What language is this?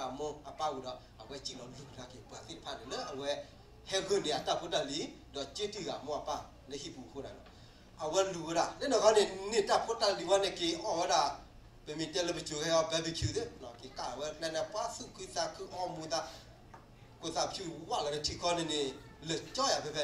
S'gaw Karen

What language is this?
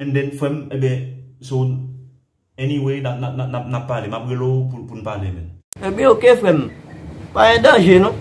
Haitian Creole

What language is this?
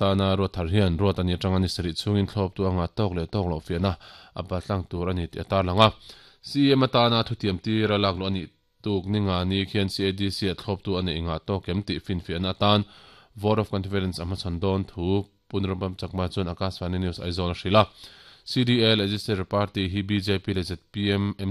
Mizo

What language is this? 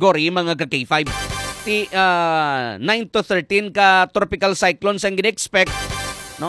Hiligaynon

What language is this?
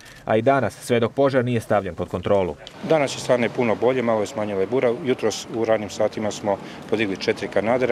Croatian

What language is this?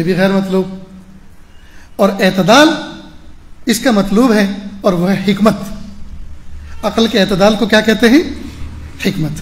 Urdu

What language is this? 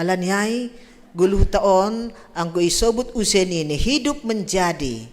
Batak Simalungun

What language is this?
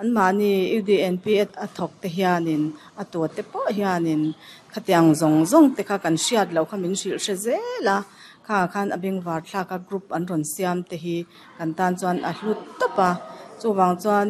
Mizo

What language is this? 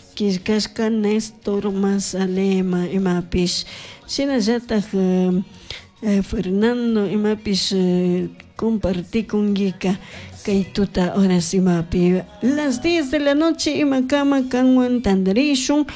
Chimborazo Highland Quichua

